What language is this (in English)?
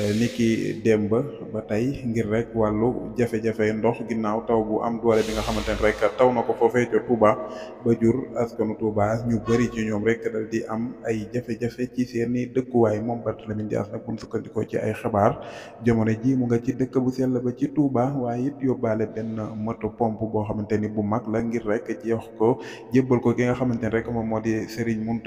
Wolof